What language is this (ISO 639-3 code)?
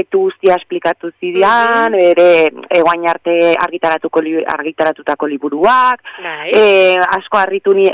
eus